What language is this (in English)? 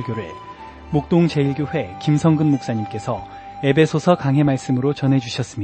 Korean